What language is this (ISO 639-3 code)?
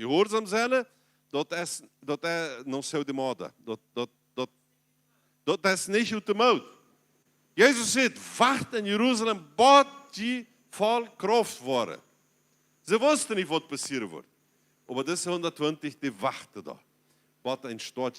pdt